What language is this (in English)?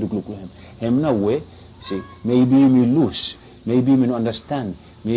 Bislama